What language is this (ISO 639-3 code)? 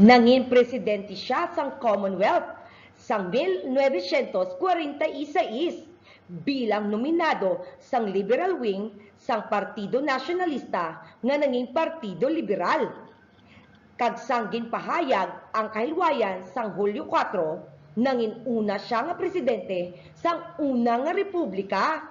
hil